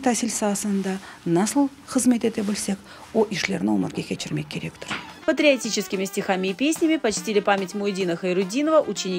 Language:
Crimean Tatar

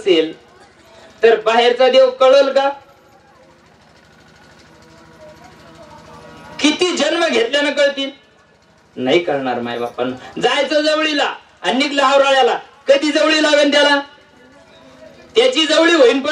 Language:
Marathi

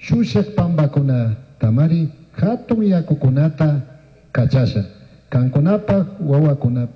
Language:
Chimborazo Highland Quichua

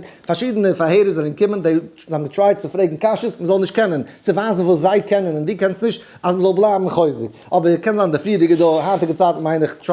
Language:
Yiddish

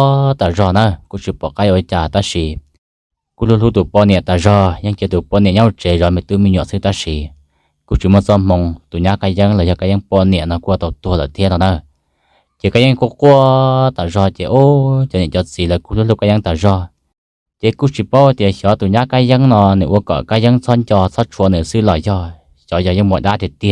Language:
Hmong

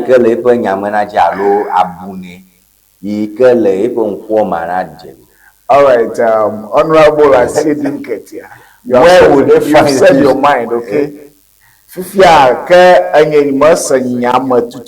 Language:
Ewe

